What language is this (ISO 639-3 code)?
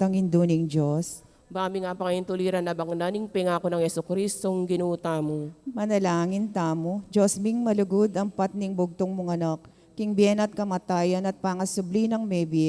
pam